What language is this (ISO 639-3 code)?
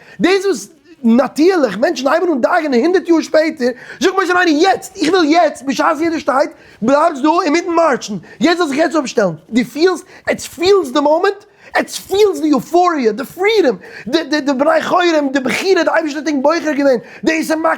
yid